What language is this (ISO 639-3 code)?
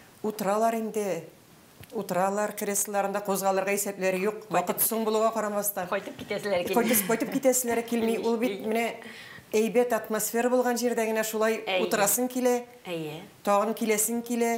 tat